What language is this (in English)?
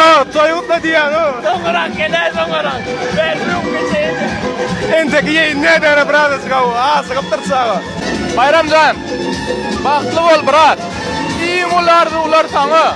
Turkmen